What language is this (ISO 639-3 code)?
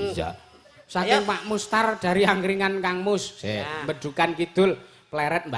jav